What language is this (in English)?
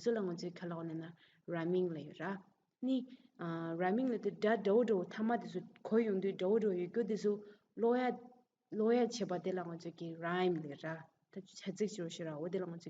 Tibetan